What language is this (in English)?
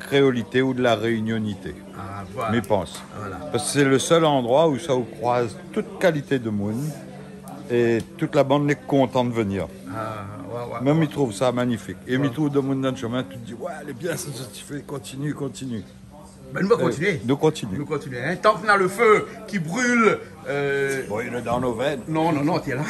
Réunion Creole French